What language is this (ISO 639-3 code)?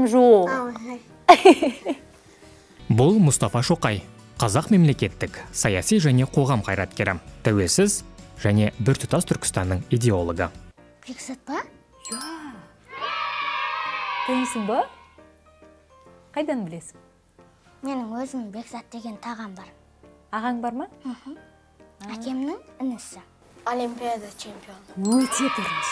kaz